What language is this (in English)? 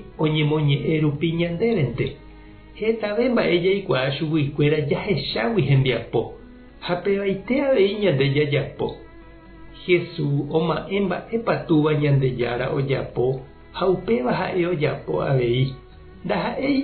Guarani